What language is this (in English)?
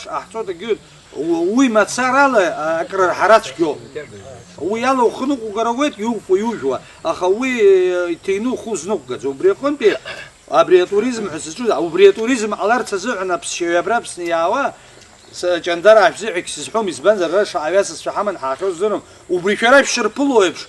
Abkhazian